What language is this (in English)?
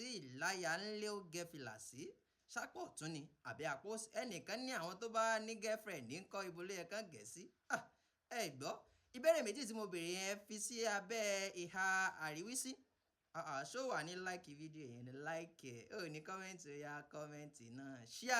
Yoruba